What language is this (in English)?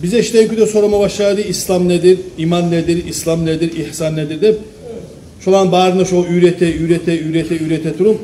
Kumyk